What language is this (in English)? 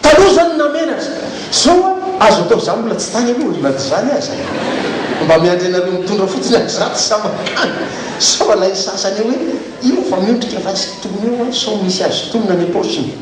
Malagasy